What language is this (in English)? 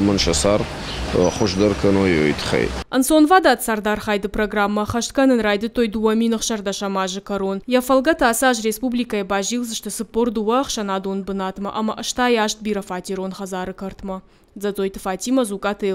Ossetic